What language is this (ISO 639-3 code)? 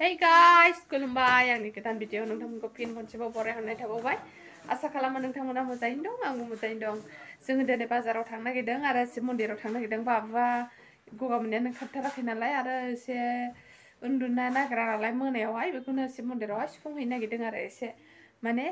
brx